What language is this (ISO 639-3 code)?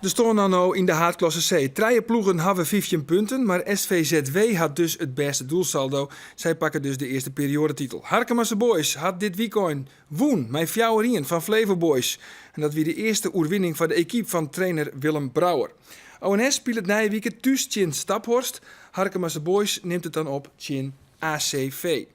fry